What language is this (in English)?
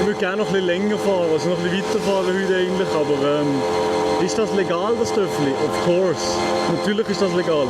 Swiss German